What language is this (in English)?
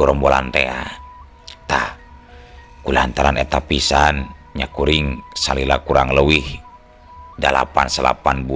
Sundanese